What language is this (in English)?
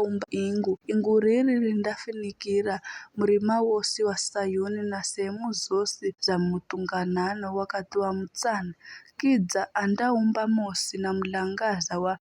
Giryama